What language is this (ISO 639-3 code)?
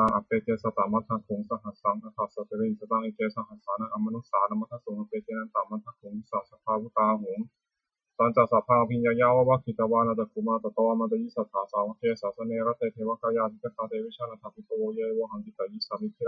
pli